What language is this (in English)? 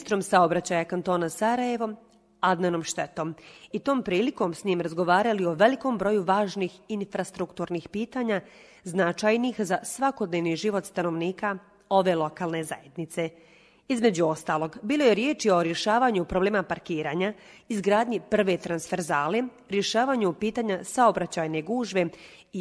Bosnian